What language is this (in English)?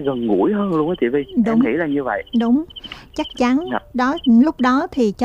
Vietnamese